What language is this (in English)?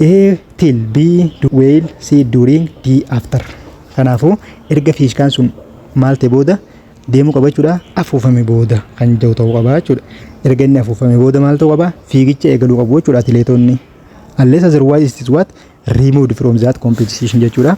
Oromo